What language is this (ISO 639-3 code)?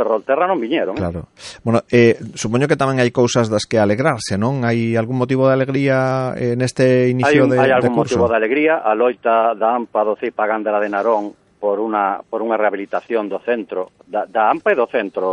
glg